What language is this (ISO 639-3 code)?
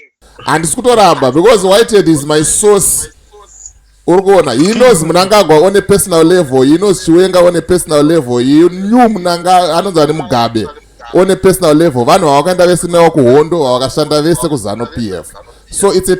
sna